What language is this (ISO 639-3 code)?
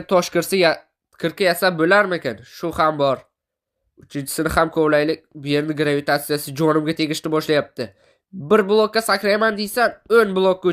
uzb